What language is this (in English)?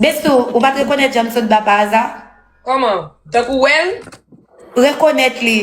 Haitian Creole